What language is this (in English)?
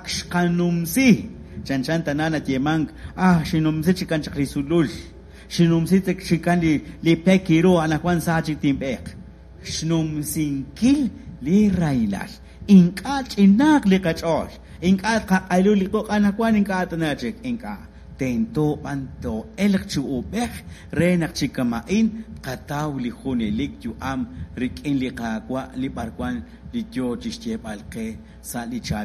Kekchí